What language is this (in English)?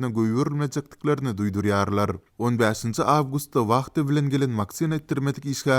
Turkmen